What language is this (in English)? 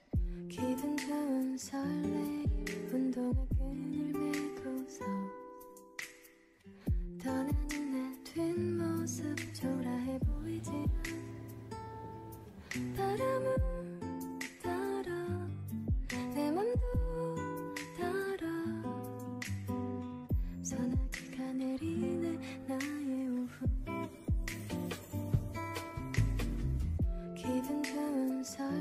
Korean